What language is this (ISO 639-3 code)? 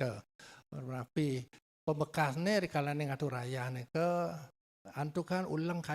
ban